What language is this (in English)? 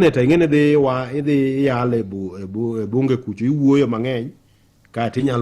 Luo (Kenya and Tanzania)